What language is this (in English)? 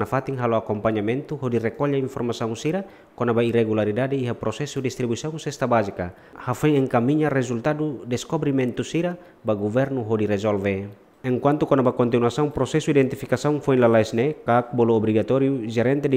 Tetum